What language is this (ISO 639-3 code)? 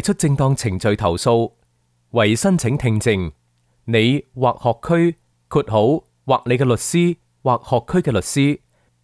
yue